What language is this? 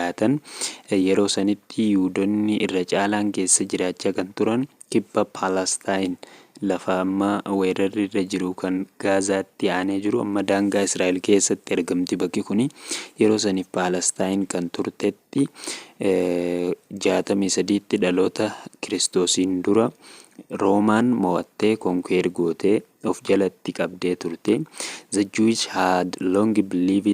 Oromo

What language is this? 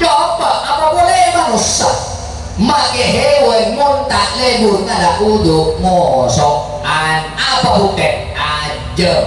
Madurese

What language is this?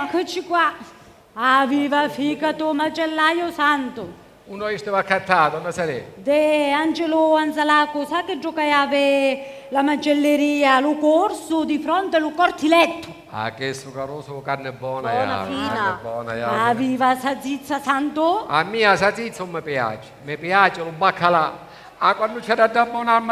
Sicilian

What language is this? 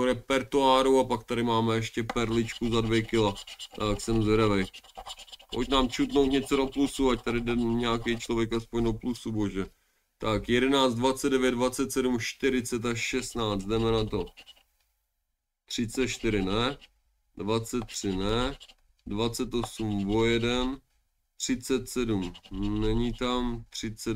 Czech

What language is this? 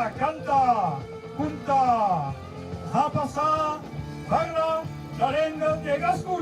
Occitan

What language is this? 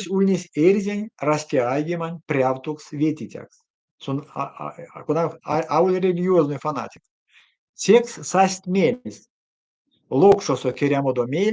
Erzya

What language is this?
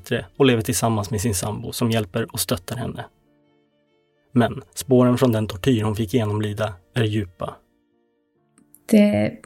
Swedish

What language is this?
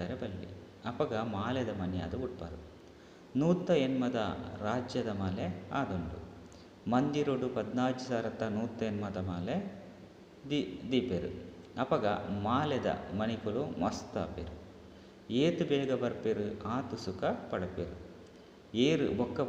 Tulu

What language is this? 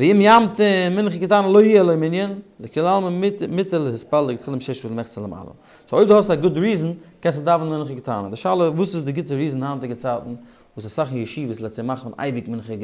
Yiddish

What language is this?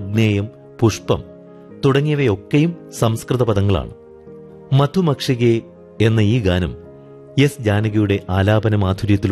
Malayalam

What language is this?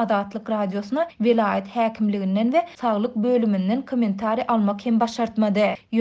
Turkmen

